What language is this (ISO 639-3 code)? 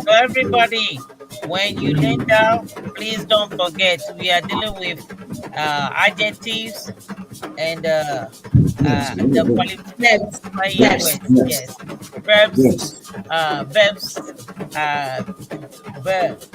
ewe